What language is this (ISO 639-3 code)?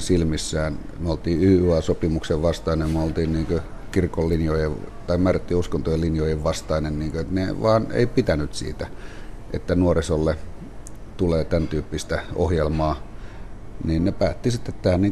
fin